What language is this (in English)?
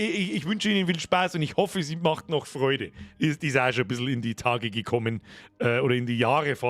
Bavarian